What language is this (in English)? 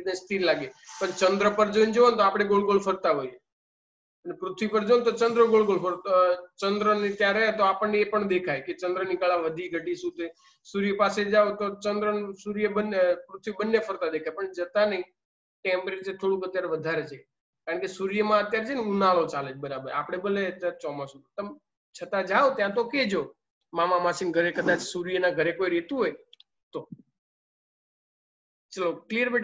Gujarati